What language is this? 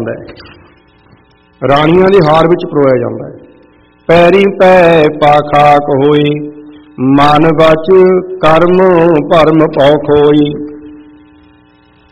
Punjabi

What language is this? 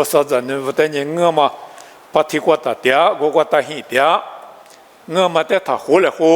Lisu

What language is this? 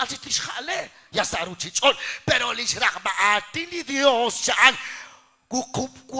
Kekchí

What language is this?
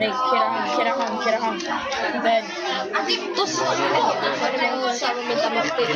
Welsh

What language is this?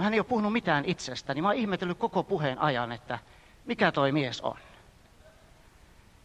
Finnish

